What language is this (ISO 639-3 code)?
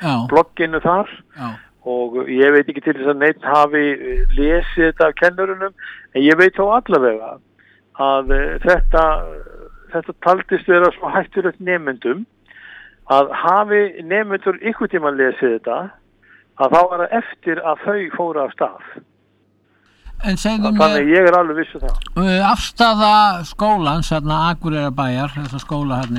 isl